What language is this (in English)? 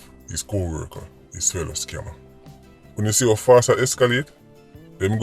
Jamaican Creole English